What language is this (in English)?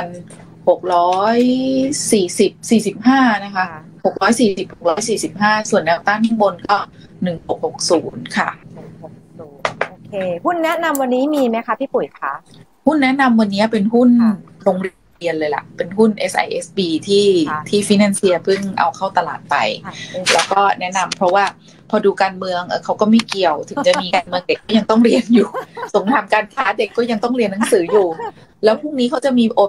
Thai